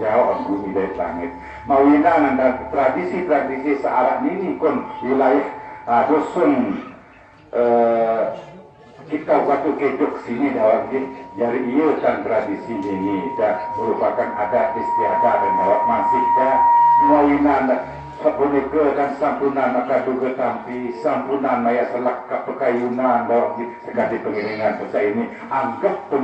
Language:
Sasak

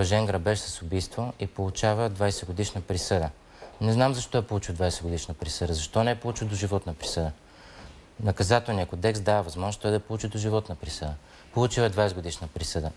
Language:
Bulgarian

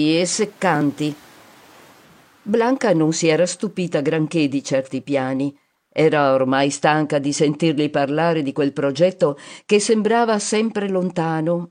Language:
Italian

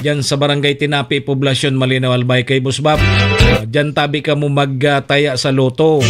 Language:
Bikol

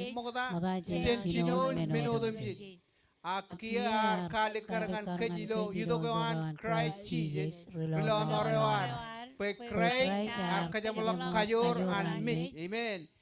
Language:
Marshallese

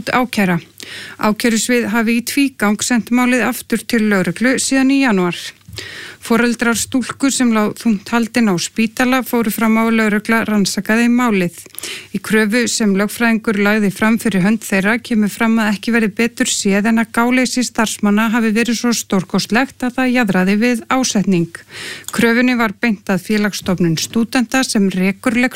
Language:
Icelandic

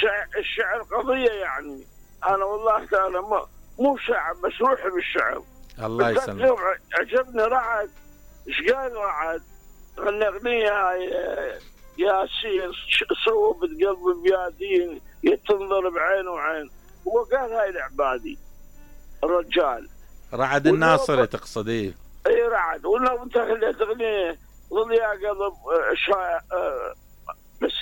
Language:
Mesopotamian Arabic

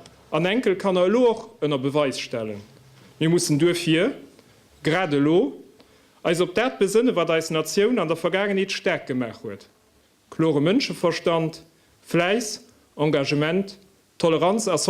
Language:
Luxembourgish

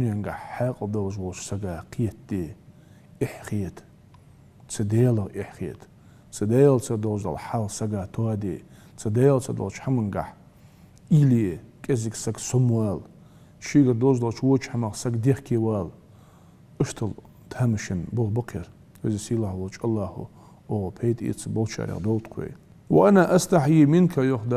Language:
Ingush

